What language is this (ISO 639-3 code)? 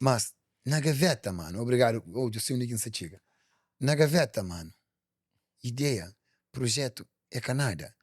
kea